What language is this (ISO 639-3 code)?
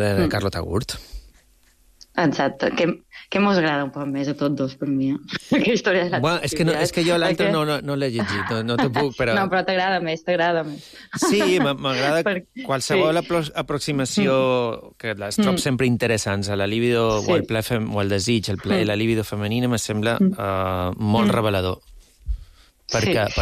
cat